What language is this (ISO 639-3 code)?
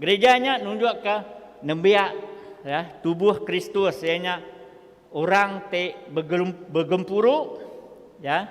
iba